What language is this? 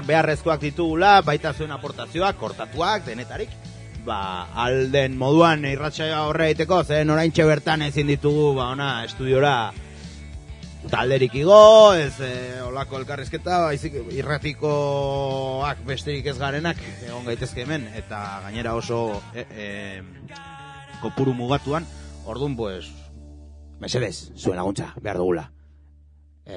Basque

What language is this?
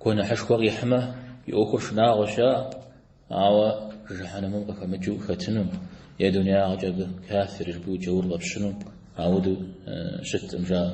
Kabardian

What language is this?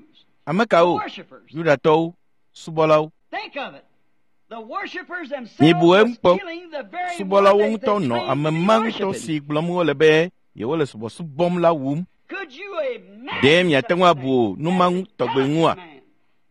Ewe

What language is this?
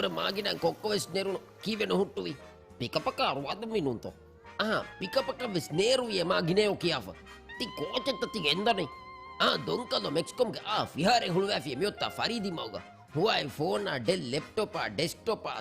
Divehi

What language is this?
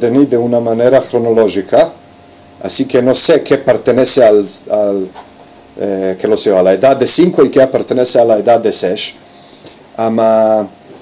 Ladino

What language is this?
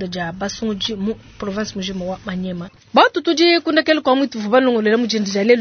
Luba-Lulua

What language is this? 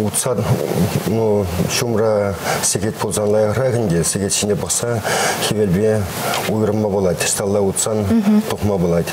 Chuvash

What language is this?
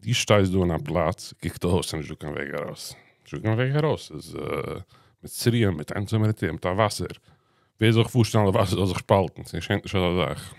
Yiddish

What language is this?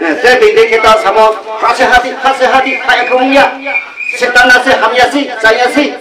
Riang (India)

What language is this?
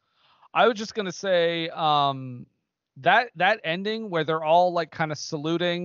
English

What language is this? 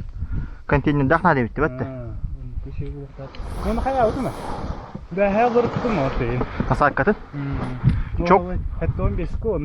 Yakut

